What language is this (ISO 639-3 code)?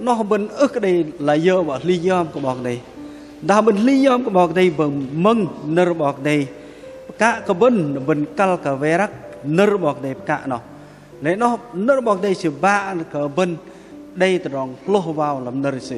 bdq